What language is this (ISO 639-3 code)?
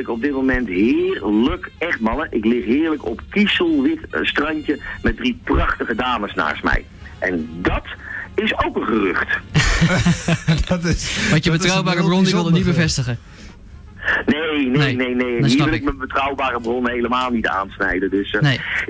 nld